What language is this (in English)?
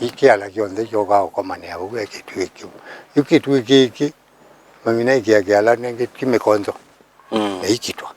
Kamba